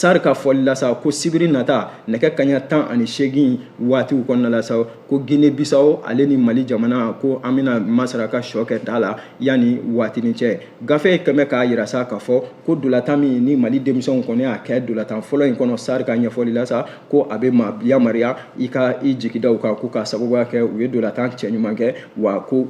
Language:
Bambara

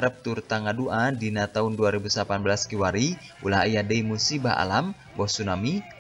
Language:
Sundanese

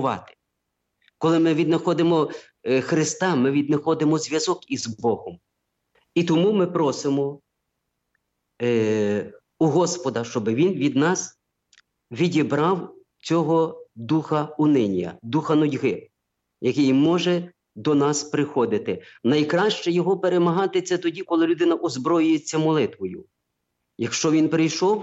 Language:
Ukrainian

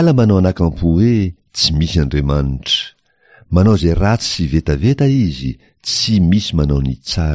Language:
Malagasy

